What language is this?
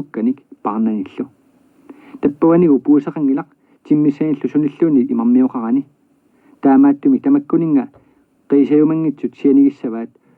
Kalaallisut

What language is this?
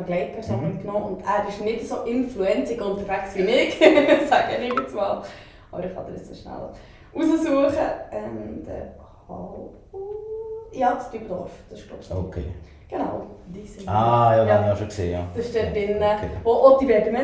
Swiss German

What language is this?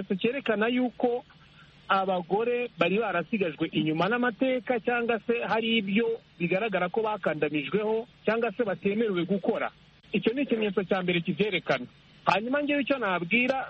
Kinyarwanda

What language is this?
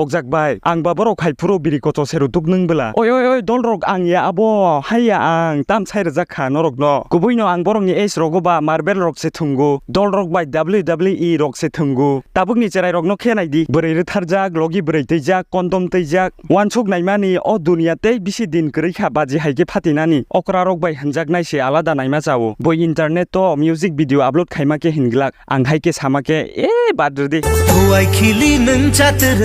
Kok Borok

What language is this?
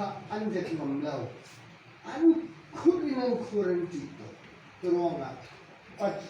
Falam Chin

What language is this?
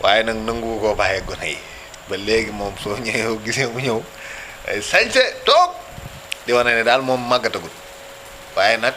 Wolof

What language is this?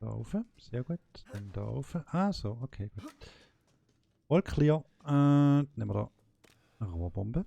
Swiss German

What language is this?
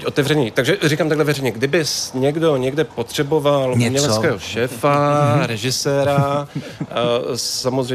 Czech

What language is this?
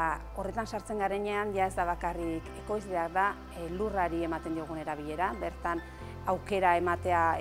Basque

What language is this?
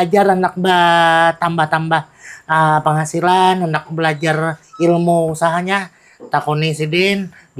Banjar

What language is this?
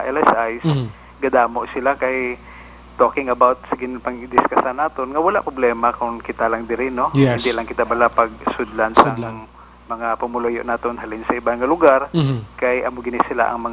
Hiligaynon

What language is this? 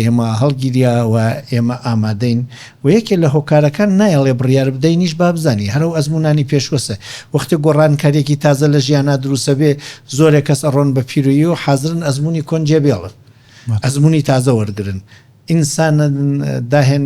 Central Kurdish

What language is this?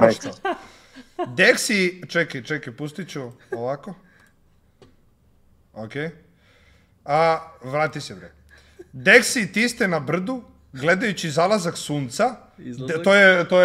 Serbian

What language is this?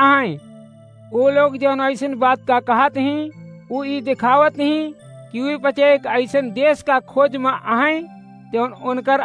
Awadhi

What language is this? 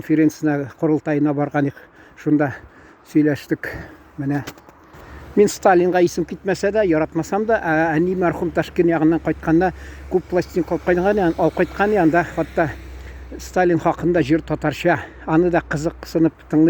Tatar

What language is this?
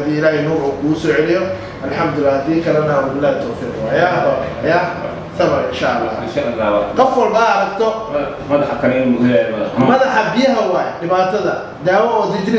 Somali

